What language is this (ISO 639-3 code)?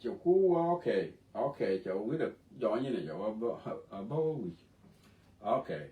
nus